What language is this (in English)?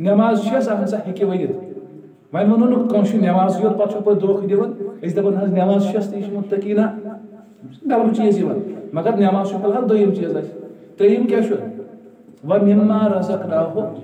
Kashmiri